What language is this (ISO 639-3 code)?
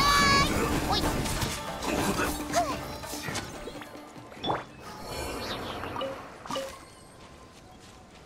jpn